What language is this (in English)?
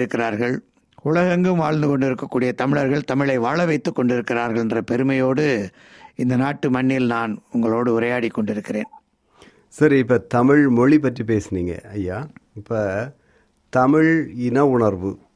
Tamil